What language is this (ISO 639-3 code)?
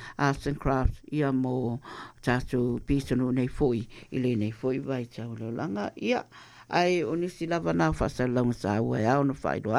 smo